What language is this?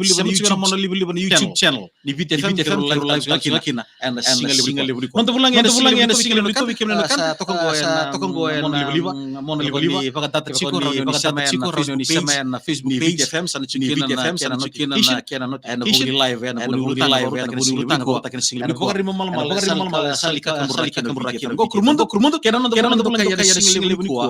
Fijian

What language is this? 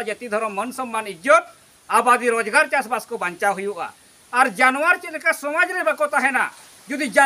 Santali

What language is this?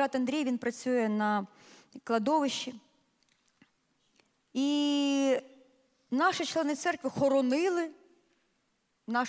Ukrainian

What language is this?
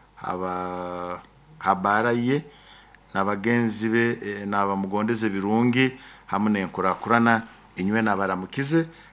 Nyoro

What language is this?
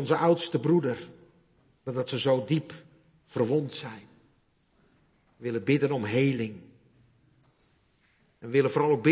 Dutch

